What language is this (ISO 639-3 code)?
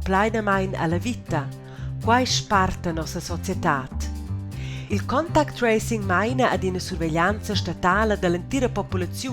roh